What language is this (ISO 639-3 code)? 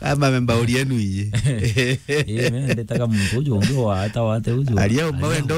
mer